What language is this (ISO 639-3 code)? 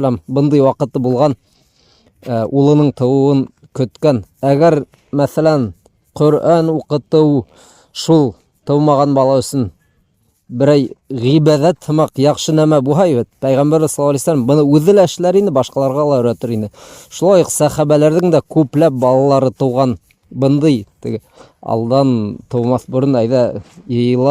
bak